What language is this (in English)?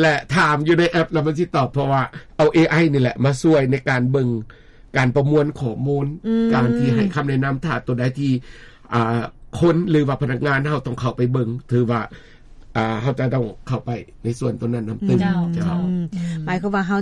Lao